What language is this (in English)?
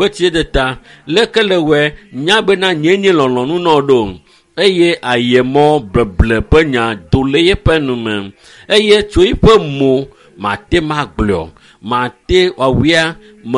Ewe